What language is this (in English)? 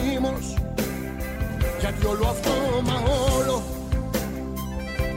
Greek